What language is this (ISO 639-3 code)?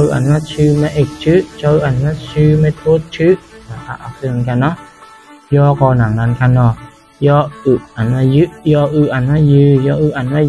shn